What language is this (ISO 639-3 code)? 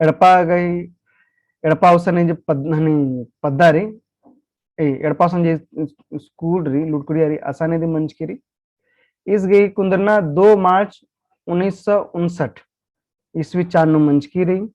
kru